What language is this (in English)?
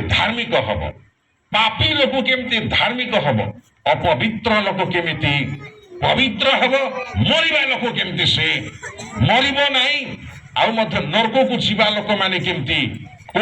Odia